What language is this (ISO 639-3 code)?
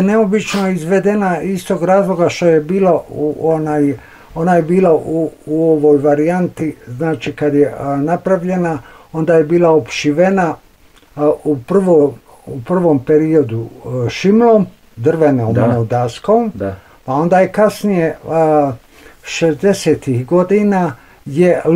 bos